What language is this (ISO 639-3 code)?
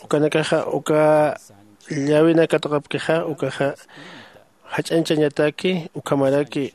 aym